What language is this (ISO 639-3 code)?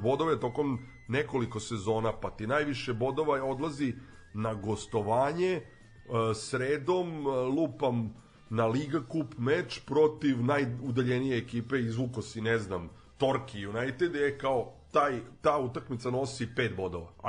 srp